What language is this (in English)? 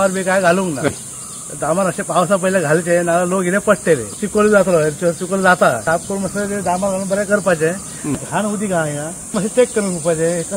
Konkani